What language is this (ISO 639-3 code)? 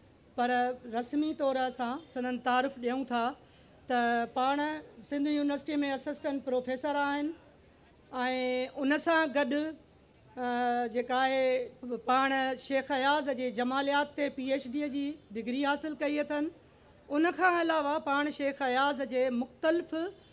snd